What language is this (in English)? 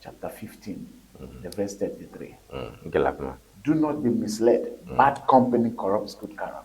Ewe